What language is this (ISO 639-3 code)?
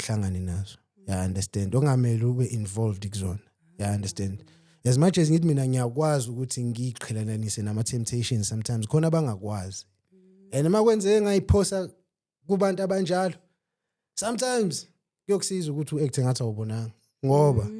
zul